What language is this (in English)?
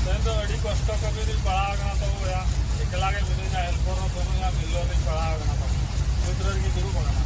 Santali